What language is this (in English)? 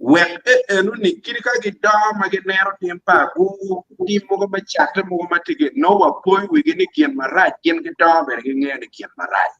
Acoli